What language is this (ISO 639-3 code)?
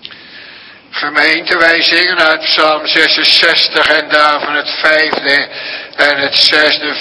nld